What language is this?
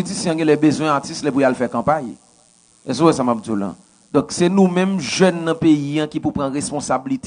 Haitian Creole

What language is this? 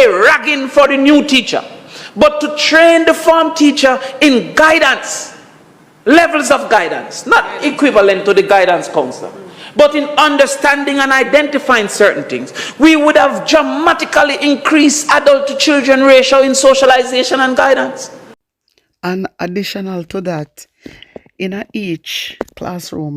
Jamaican Creole English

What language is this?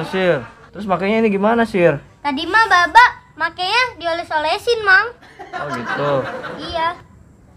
Betawi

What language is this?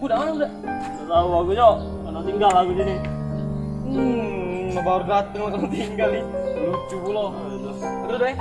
Musi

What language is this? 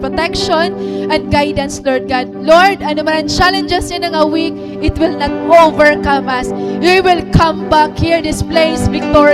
Waray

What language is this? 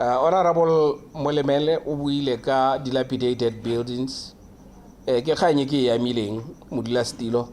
Tswana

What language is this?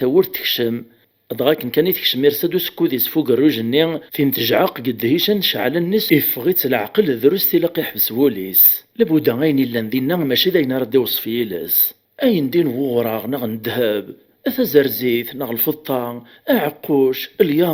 Kabyle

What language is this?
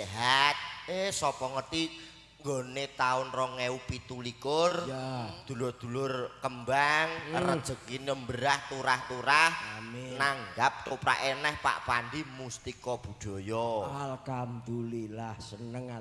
Javanese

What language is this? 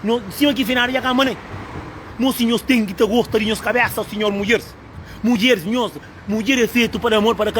Kabuverdianu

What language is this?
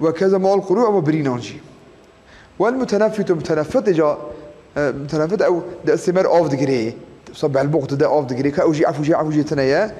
Kurdish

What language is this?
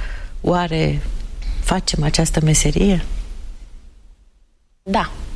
Romanian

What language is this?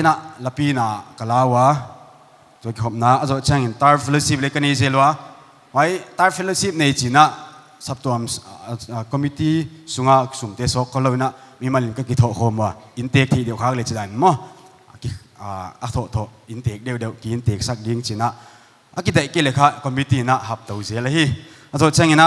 Paite Chin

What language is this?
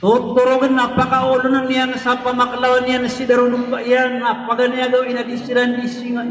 Maranao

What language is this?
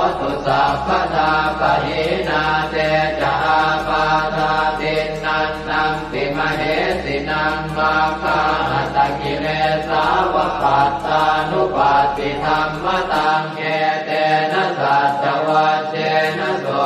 Pali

